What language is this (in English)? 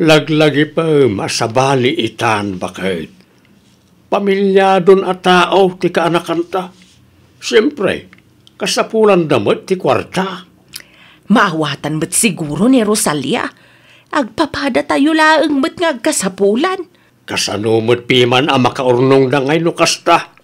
Iloko